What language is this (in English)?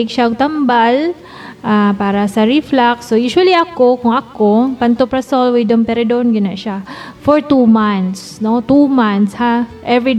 Cebuano